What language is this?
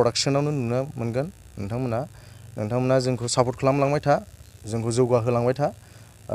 Bodo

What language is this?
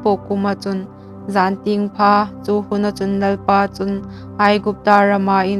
Hmar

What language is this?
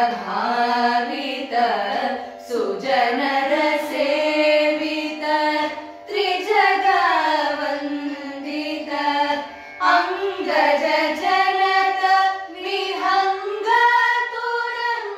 Kannada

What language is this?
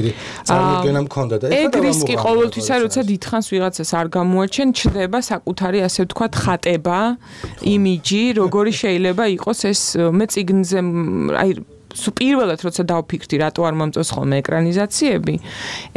Georgian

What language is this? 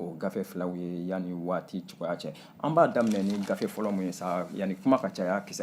Bambara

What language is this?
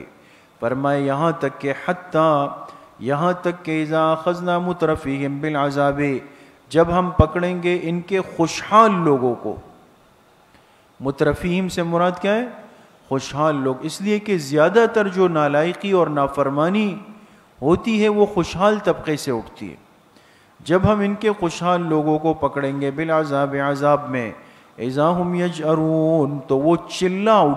Urdu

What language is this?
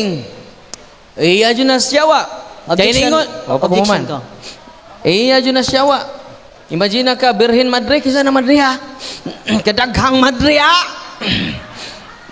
Cebuano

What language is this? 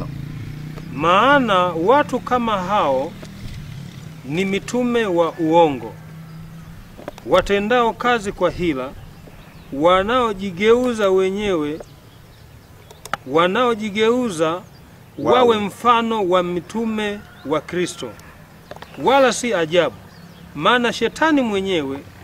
Swahili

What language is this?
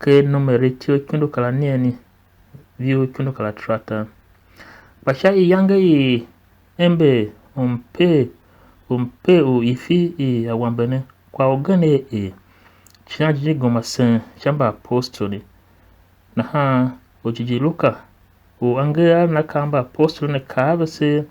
Tiv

